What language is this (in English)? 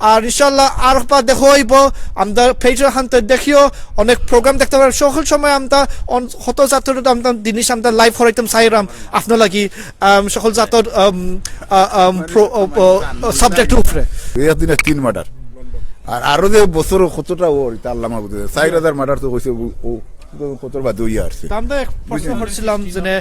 Sylheti